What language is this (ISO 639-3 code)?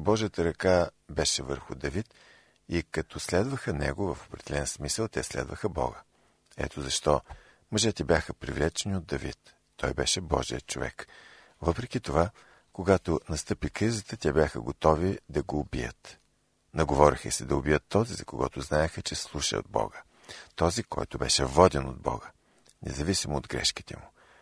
bul